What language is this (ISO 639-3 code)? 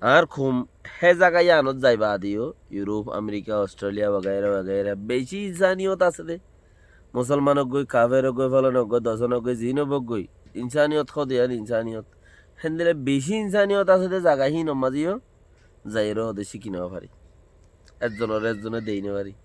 rhg